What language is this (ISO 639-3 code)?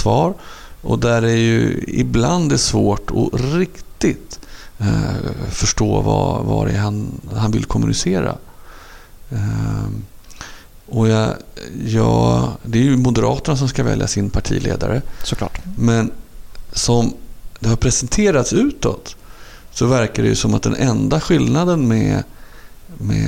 swe